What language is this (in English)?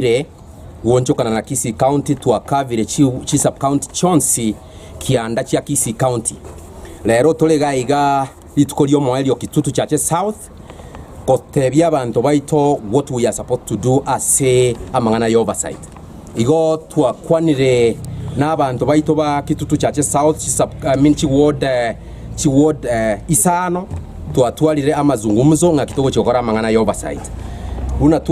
Gusii